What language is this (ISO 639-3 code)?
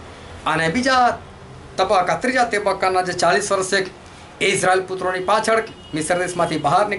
guj